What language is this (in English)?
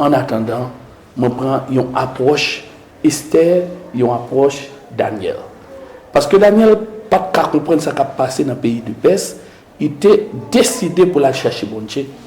Haitian Creole